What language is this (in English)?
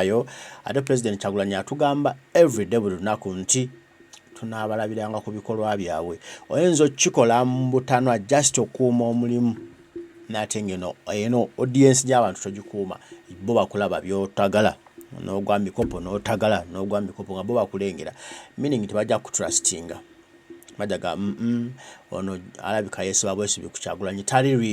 Ganda